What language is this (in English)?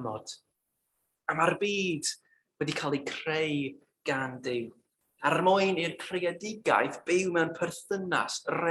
Welsh